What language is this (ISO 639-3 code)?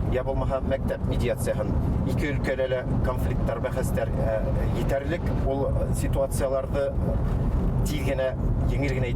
bak